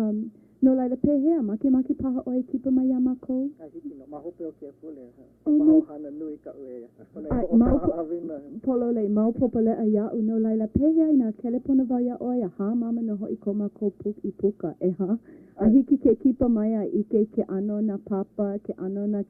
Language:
Hawaiian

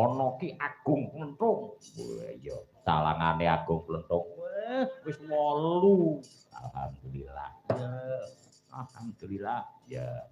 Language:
Javanese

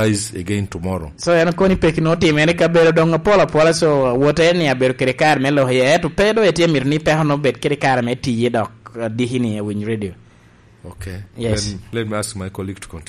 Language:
Lango (Uganda)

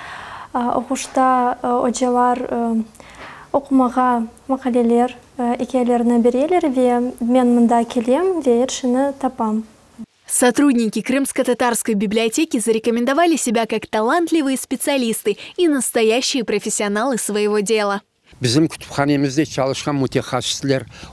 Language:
Crimean Tatar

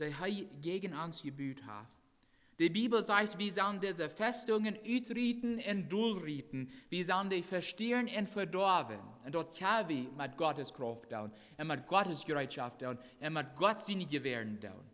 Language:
Plautdietsch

